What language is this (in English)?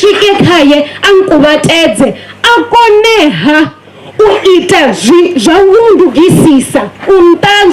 Venda